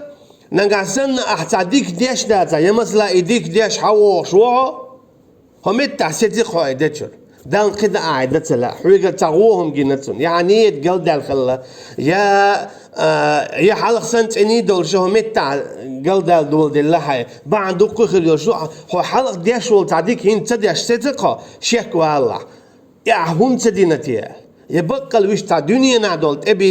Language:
Chechen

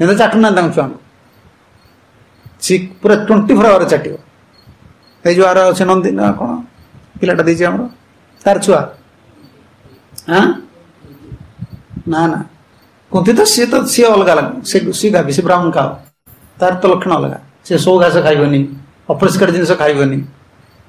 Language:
Odia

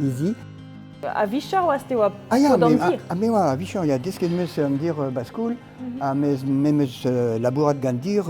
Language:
Breton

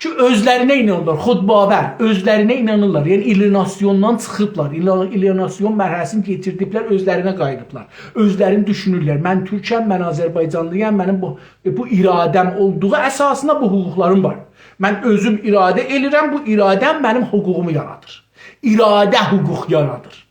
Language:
South Azerbaijani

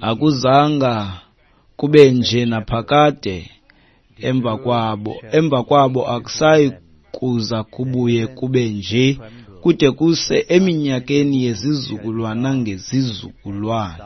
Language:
Xhosa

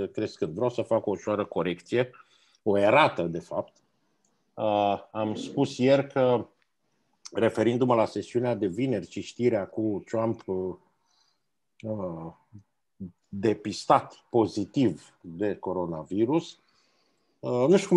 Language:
Romanian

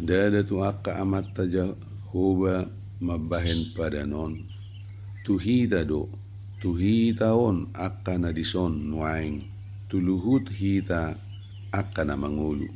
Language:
Batak Toba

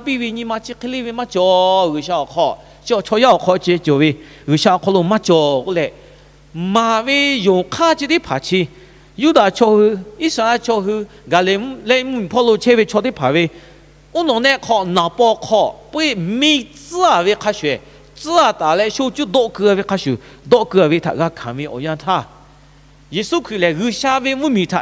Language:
Lahu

